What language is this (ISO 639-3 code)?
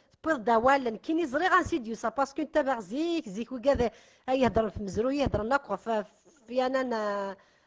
kab